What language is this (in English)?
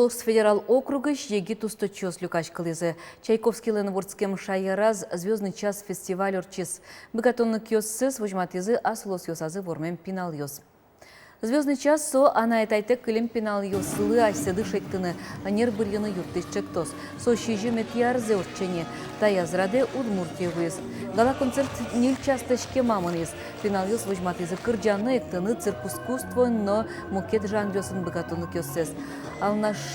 Udmurt